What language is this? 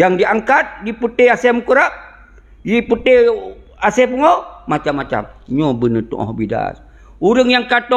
Achinese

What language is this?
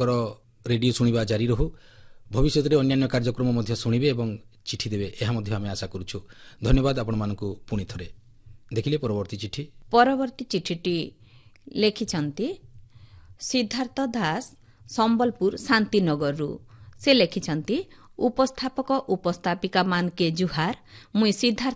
Odia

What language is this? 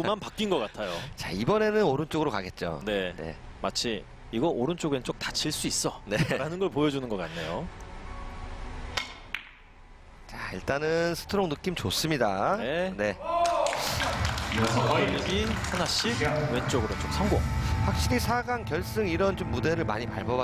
Korean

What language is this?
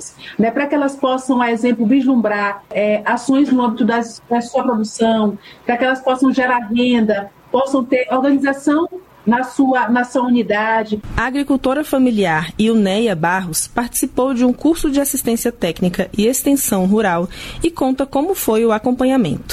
Portuguese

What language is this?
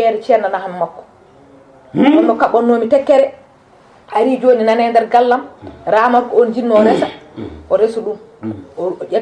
Fula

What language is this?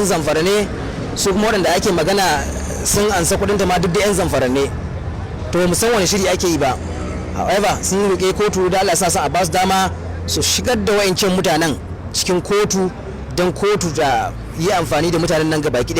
Hausa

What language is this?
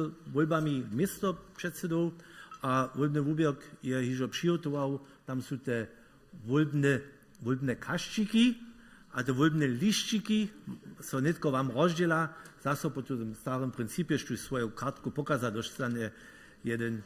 Upper Sorbian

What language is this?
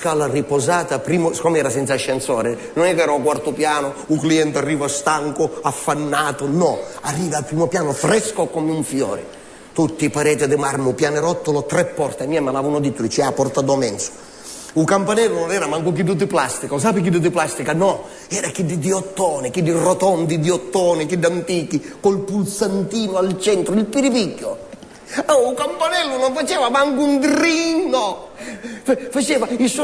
Sicilian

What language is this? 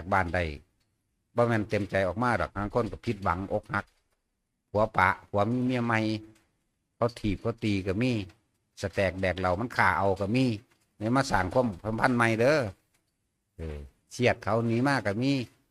Northeastern Thai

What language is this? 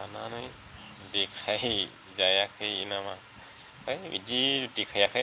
Bodo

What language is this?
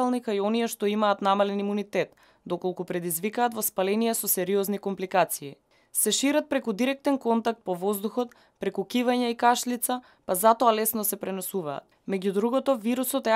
Macedonian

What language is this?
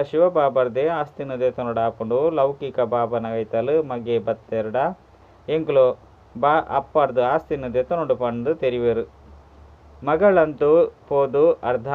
Tulu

